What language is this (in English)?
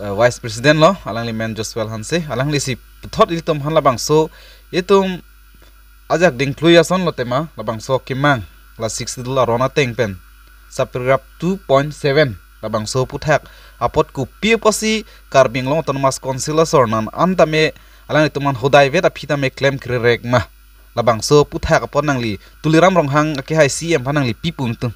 Karbi